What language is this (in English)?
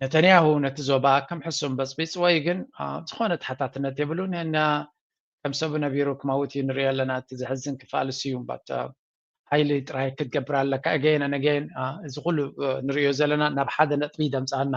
Tigrinya